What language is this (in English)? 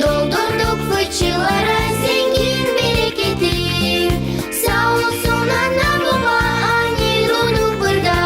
Gagauz